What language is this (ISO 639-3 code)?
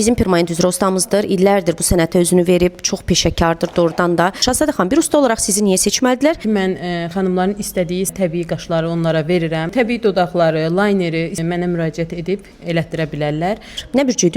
aze